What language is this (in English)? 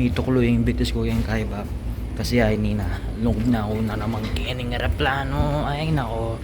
Pampanga